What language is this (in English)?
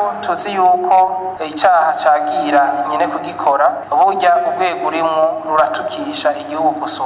Rundi